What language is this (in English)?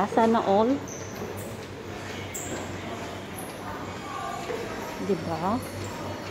Filipino